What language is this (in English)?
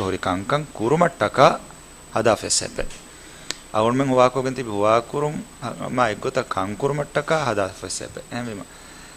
Divehi